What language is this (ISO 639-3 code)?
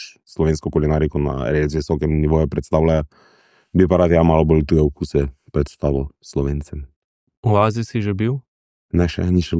slv